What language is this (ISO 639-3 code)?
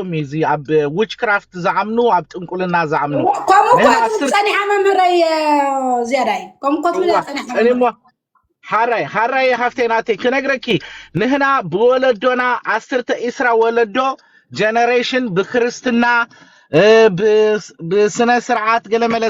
tir